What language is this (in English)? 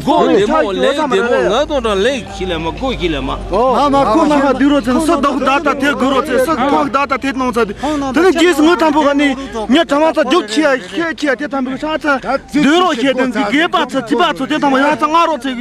Tibetan